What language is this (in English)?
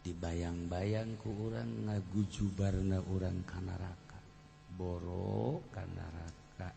Sundanese